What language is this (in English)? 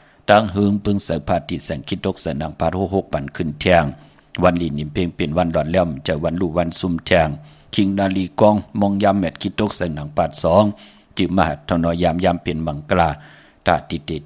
Shan